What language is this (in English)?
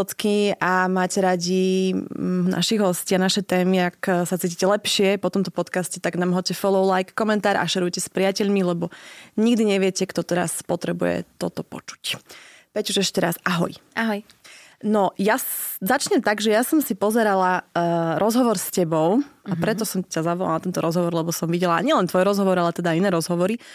Slovak